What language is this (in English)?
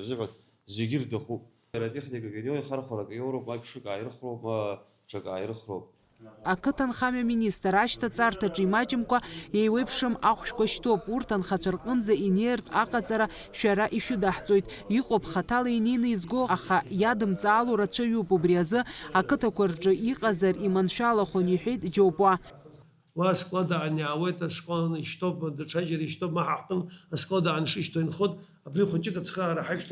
Abkhazian